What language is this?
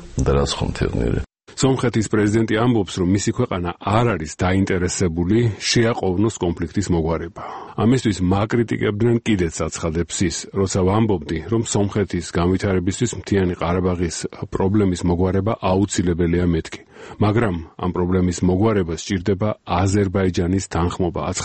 Georgian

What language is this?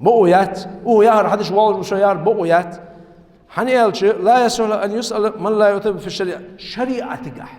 Ingush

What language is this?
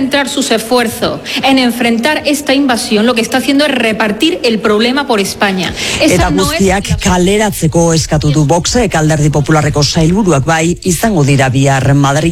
Basque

